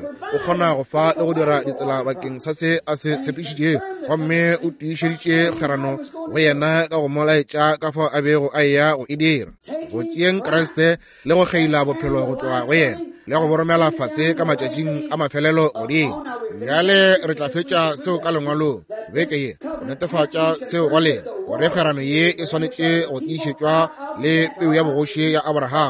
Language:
Northern Sotho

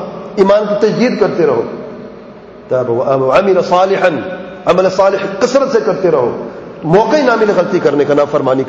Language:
Urdu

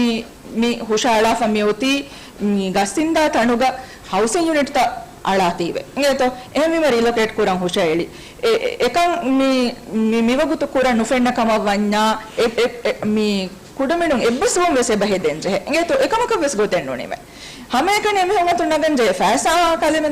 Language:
Divehi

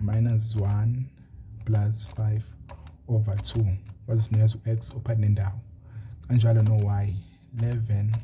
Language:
Zulu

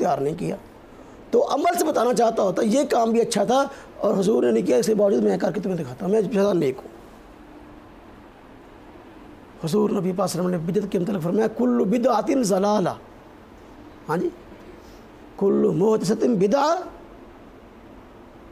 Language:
Urdu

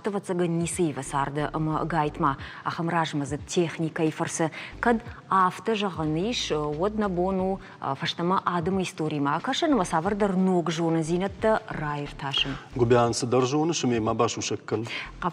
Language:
Ossetic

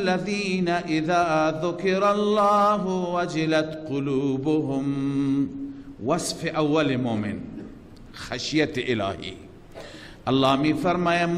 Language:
Persian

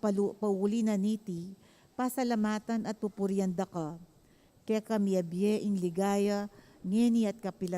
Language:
Pampanga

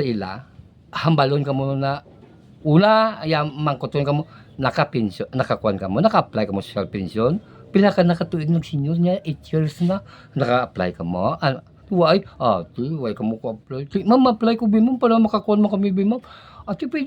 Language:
Hiligaynon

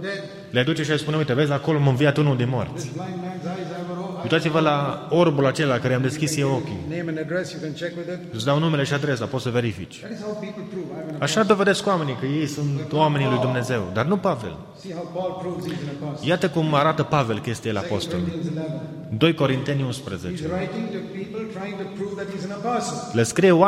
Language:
Romanian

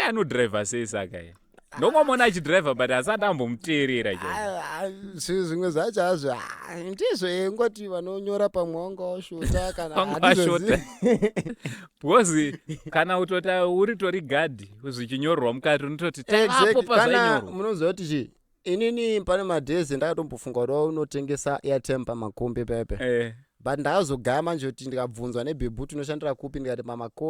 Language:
Shona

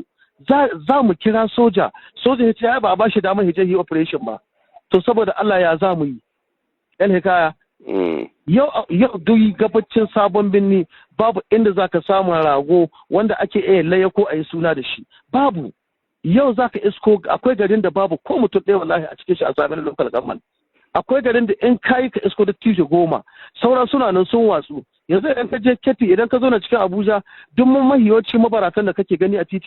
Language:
Hausa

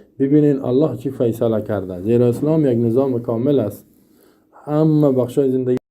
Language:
Persian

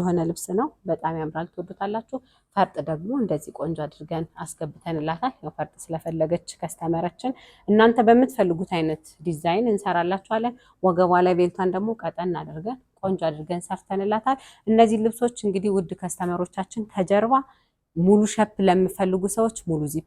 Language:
Amharic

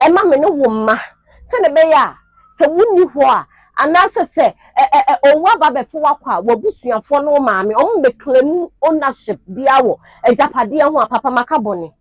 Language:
Akan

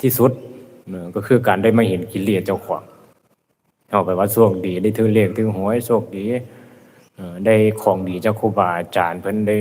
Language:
Lao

